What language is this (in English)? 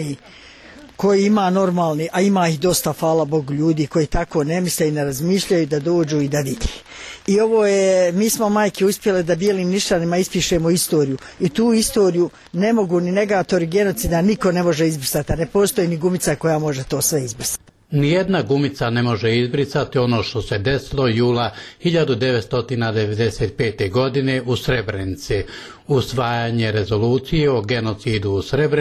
Bosnian